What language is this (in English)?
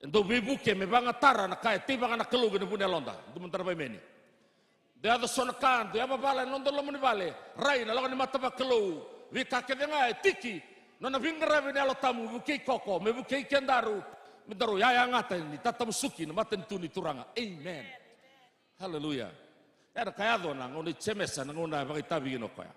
Fijian